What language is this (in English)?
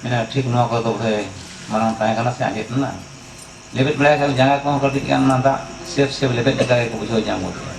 Santali